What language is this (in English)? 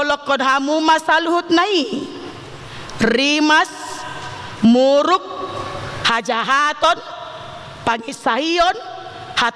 Batak Toba